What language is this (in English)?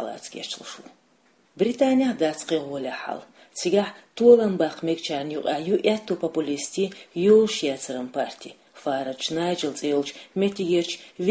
Chechen